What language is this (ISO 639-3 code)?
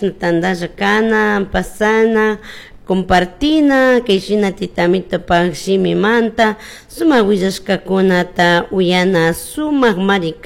qug